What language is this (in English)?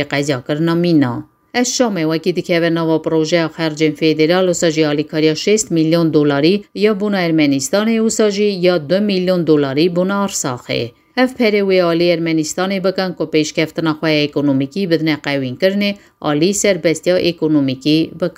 Kurdish